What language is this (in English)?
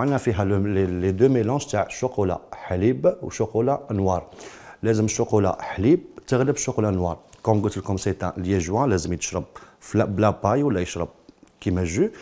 Algerian Arabic